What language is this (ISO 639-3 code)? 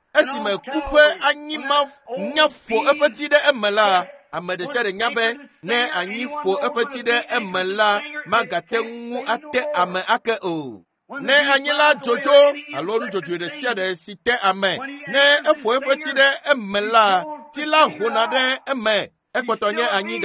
ewe